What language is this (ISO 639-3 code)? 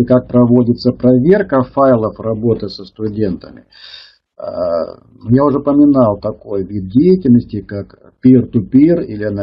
rus